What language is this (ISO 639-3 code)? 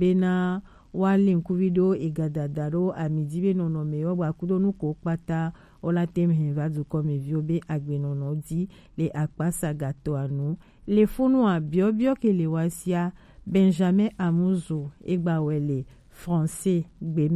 gej